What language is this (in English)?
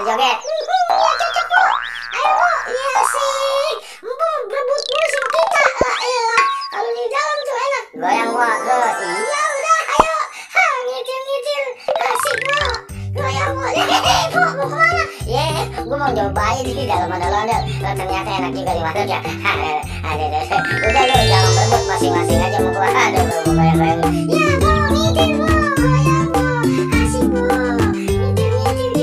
Betawi